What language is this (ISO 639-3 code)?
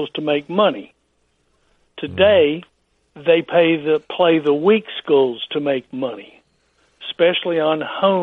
eng